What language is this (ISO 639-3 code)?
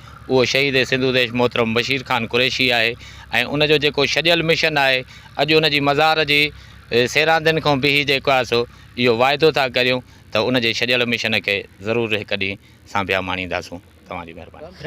snd